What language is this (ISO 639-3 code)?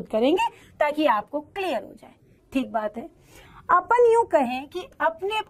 hin